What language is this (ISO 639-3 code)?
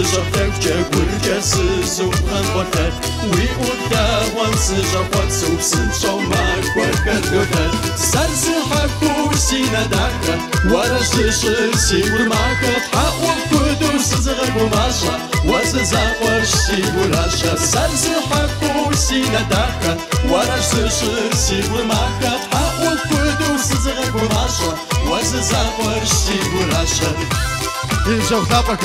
kbd